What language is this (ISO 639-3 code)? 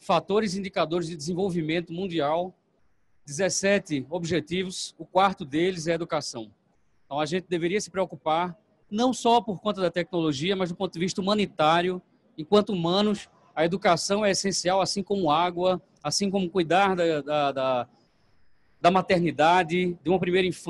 por